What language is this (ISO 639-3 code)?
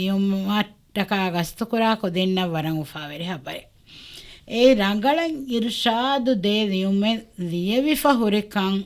div